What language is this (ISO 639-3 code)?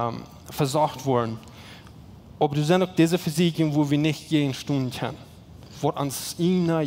pdt